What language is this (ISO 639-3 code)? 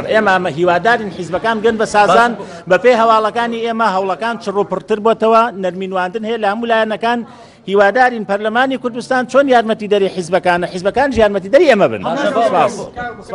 ckb